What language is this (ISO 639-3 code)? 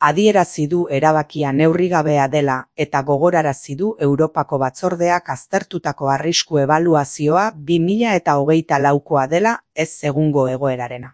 eus